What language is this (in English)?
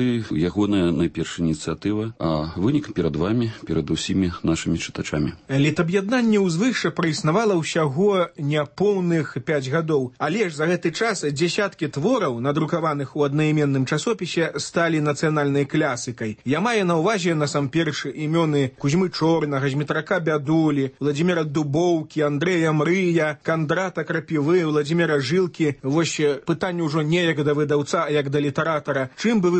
Belarusian